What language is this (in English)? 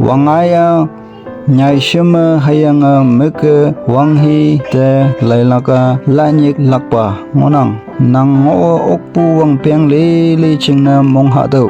Konyak Naga